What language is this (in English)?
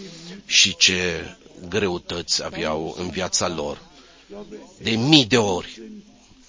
Romanian